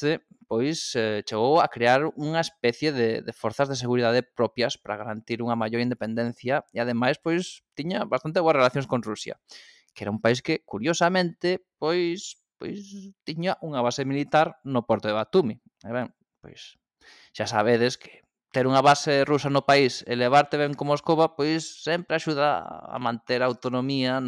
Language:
Galician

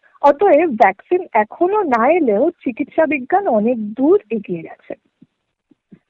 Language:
Bangla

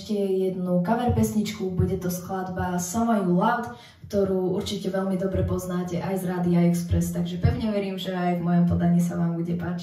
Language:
Slovak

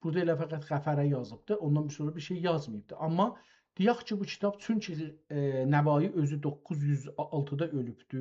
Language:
South Azerbaijani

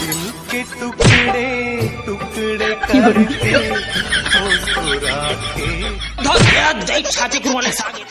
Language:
Chhattisgarhi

